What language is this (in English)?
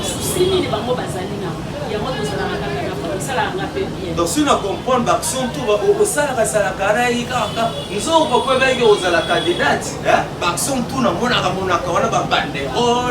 Lingala